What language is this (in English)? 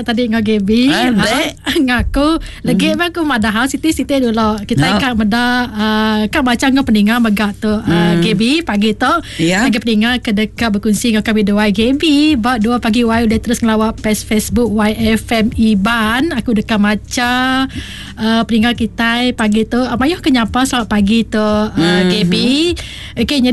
Iban